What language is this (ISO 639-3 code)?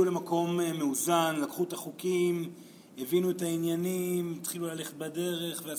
heb